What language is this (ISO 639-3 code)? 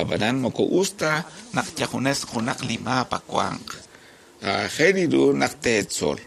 kek